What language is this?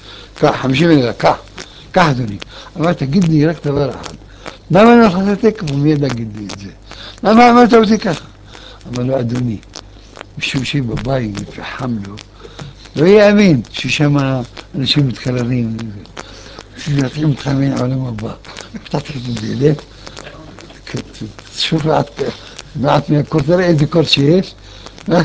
Hebrew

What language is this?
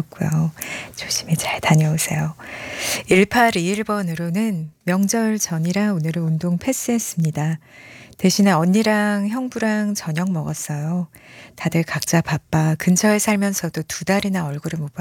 Korean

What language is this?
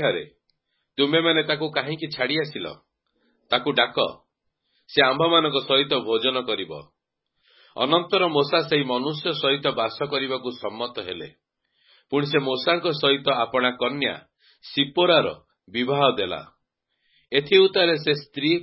Odia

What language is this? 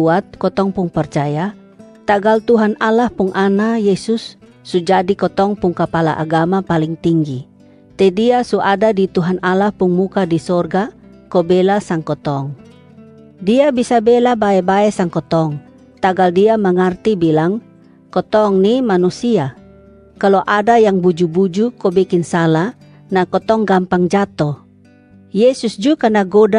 Kupang Malay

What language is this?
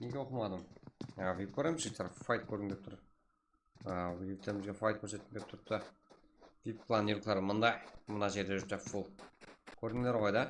Kara-Kalpak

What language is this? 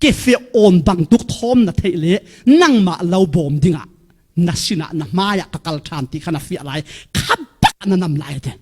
Falam Chin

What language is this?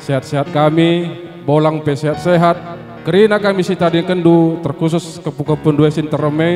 Batak Karo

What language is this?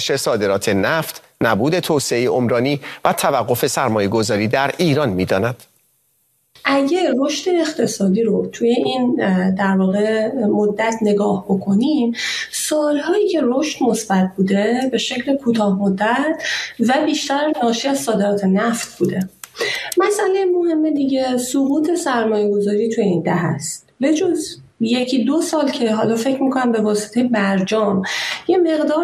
Persian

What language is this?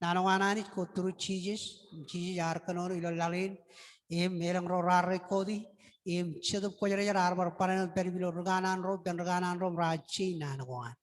Marshallese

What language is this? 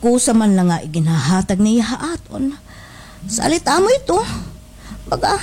Waray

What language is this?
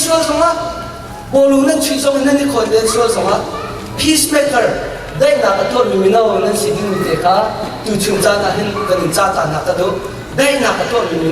Hakha Chin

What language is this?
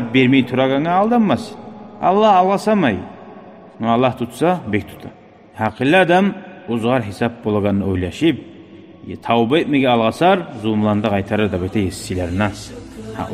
Kumyk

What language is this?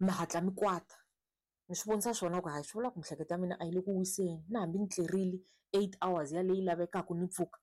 Tsonga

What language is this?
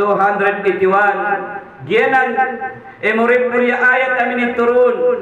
Maranao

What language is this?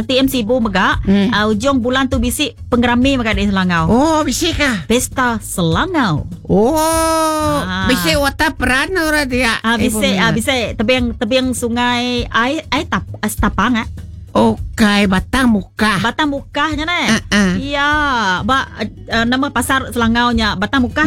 Iban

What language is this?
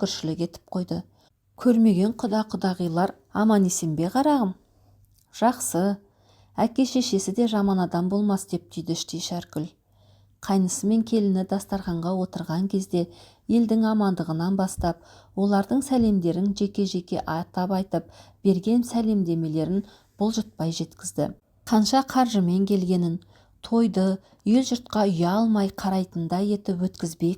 Kazakh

